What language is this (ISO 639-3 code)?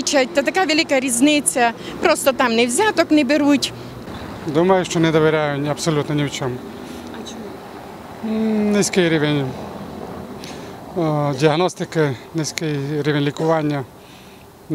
ukr